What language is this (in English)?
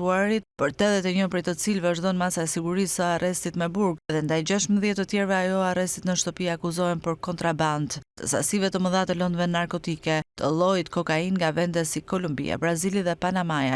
Albanian